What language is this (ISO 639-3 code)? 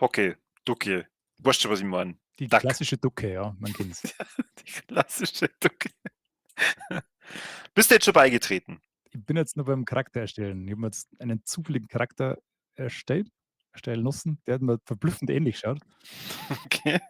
bar